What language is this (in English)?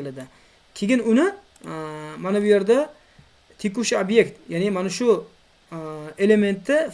Uzbek